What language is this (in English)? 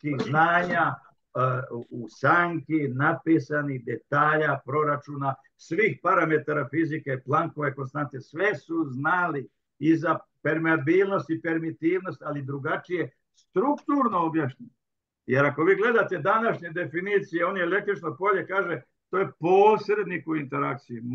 Serbian